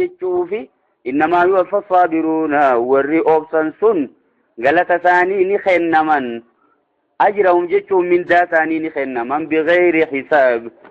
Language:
Oromo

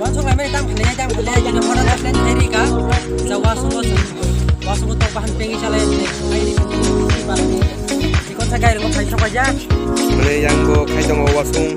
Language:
Kok Borok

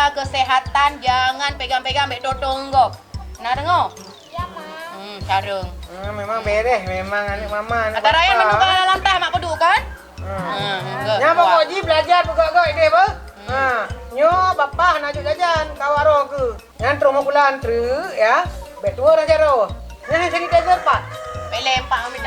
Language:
Achinese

